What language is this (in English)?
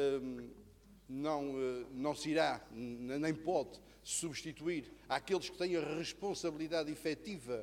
Portuguese